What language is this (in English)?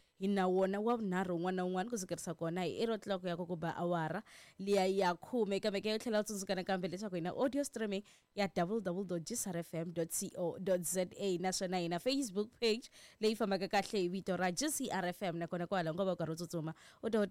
Tsonga